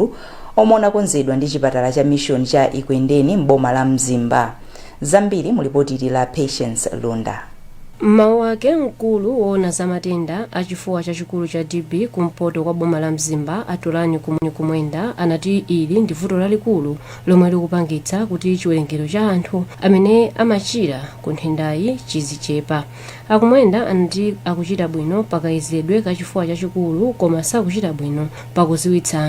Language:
Nyanja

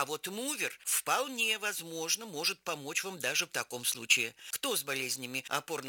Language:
Russian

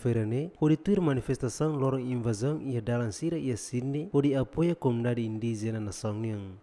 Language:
Tetum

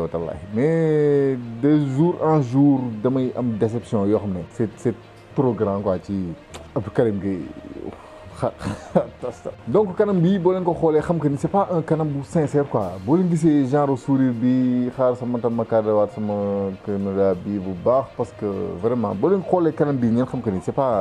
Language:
Wolof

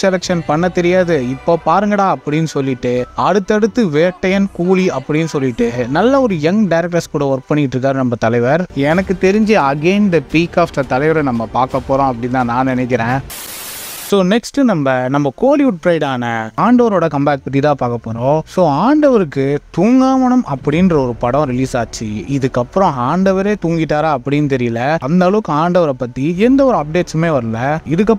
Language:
Tamil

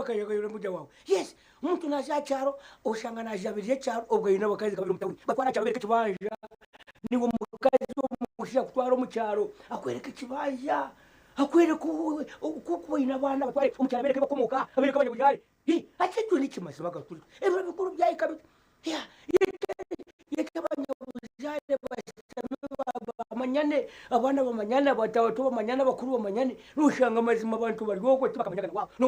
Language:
Nyankole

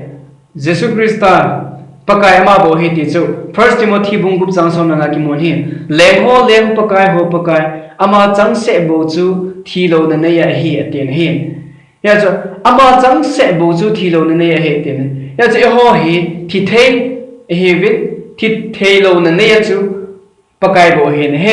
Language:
Thado Chin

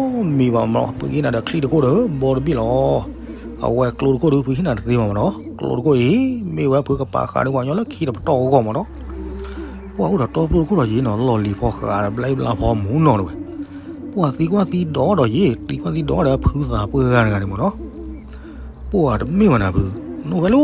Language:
S'gaw Karen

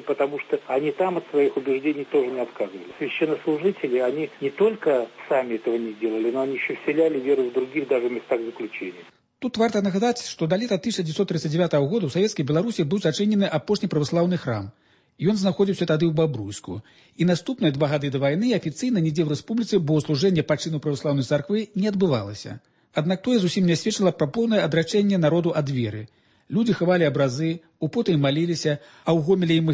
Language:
Belarusian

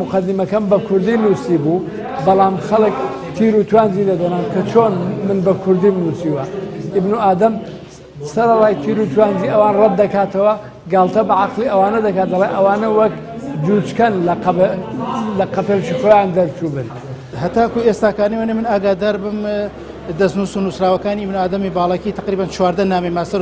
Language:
Central Kurdish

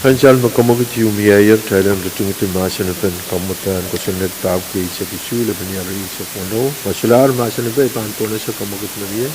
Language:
Pohnpeian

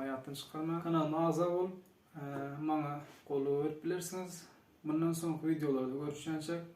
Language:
Turkmen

